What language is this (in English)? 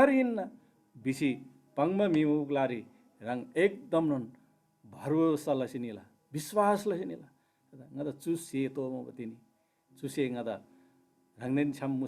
Eastern Tamang